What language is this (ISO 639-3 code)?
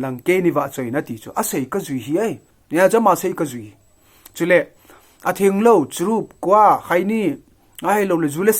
tcz